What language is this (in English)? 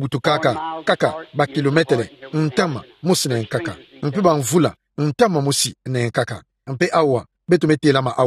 Kituba (Democratic Republic of Congo)